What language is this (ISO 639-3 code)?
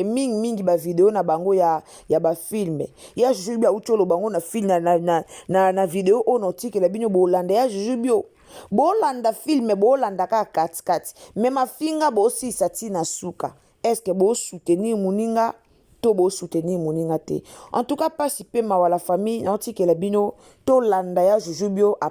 lin